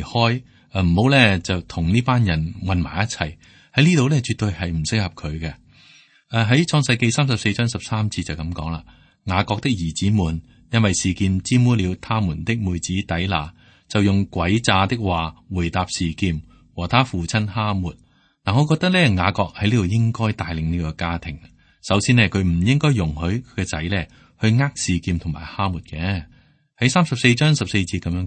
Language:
Cantonese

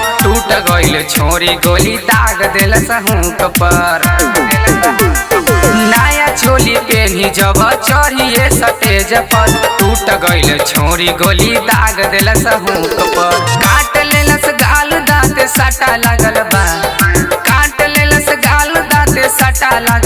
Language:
Bhojpuri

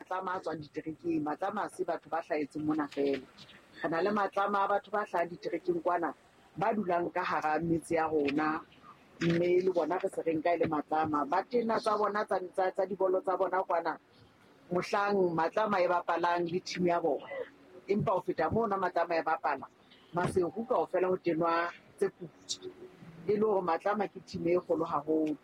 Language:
Southern Sotho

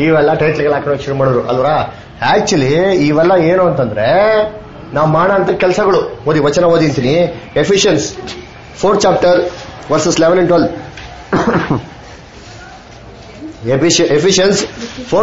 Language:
Kannada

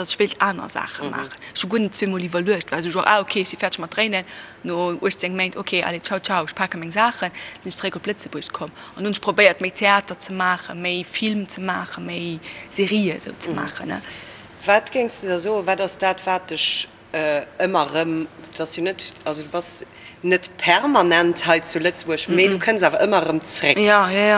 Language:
Luxembourgish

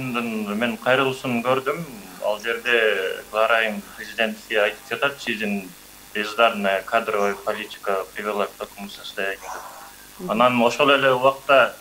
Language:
Kyrgyz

